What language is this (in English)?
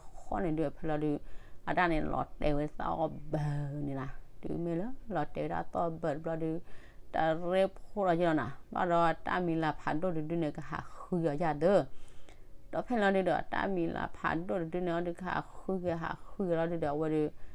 S'gaw Karen